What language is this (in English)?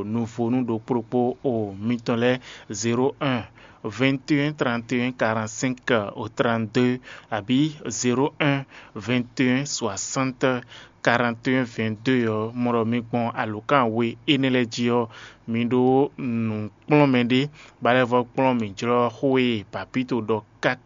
Fon